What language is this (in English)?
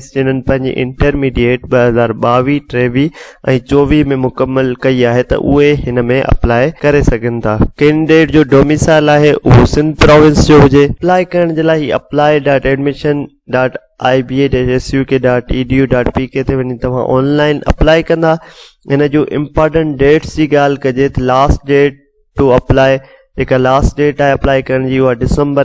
Sindhi